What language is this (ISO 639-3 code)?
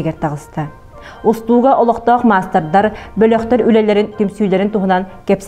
sah